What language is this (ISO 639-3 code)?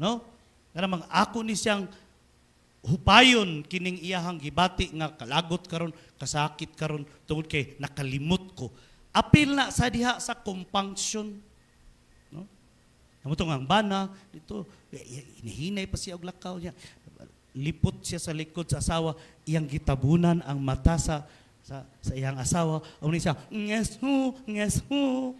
ceb